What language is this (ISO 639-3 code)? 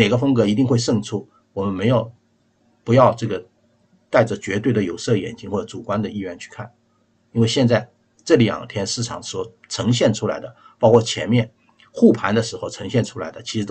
zho